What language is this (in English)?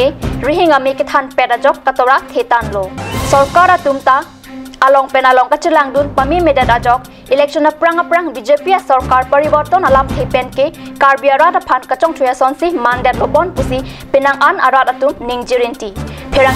Karbi